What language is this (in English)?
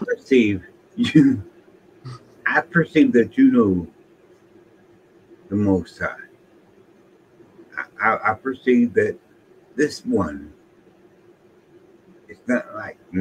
English